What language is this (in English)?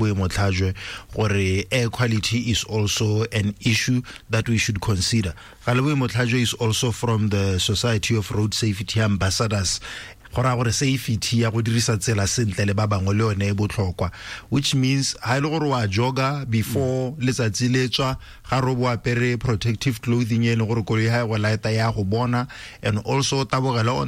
Tswana